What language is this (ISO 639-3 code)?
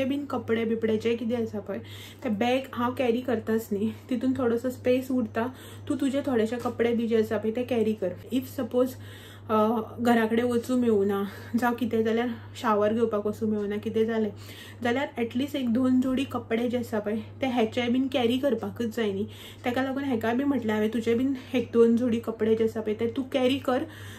kok